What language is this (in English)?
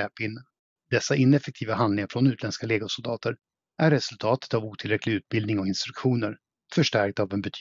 Swedish